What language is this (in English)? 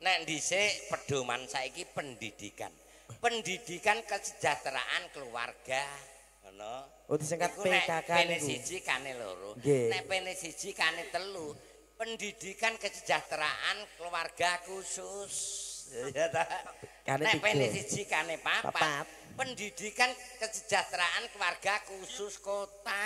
Javanese